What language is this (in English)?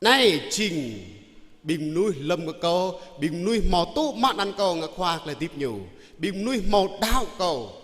Jarai